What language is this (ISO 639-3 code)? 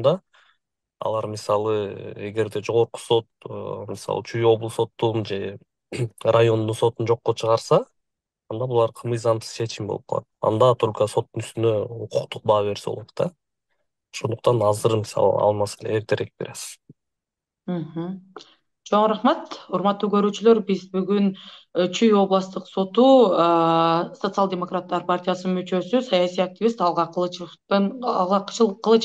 kir